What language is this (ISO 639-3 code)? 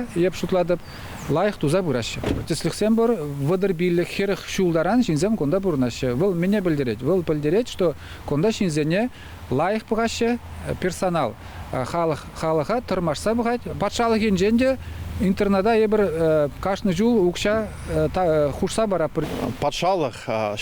chv